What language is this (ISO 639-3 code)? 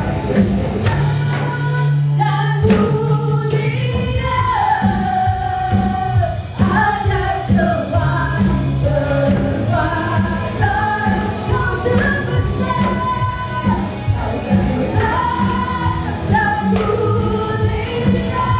ind